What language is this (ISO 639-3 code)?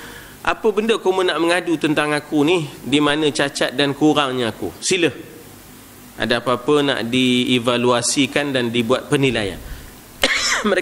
msa